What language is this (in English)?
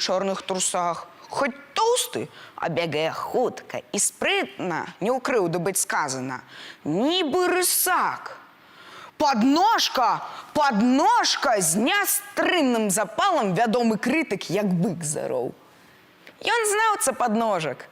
Belarusian